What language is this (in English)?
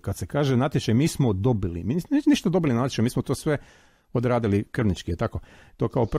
Croatian